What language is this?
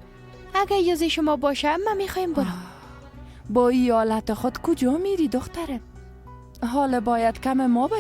Persian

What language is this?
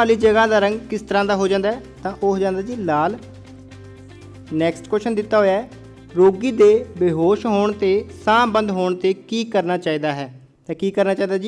Punjabi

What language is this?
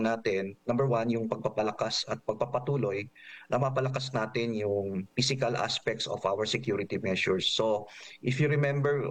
Filipino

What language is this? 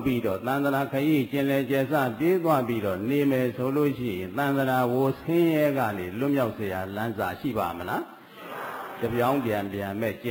Burmese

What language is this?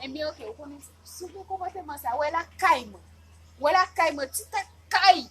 Haitian Creole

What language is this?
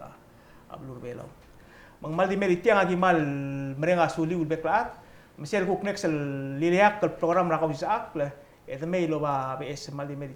Palauan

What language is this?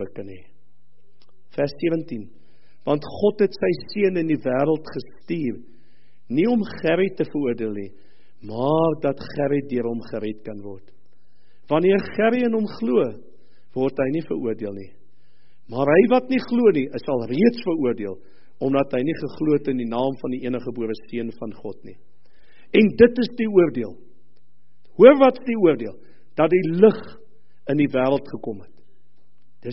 Afrikaans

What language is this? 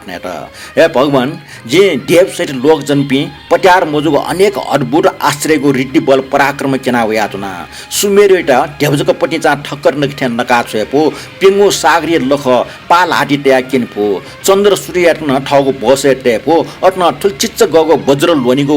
Newari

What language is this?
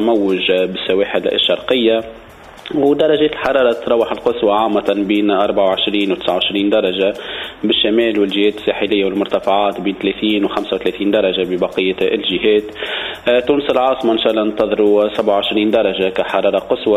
Tunisian Arabic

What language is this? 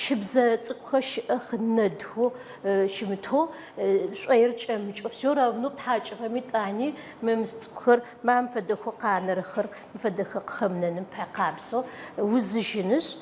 Adyghe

